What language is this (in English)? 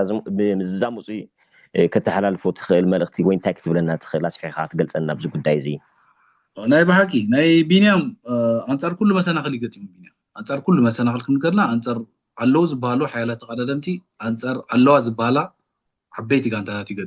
Tigrinya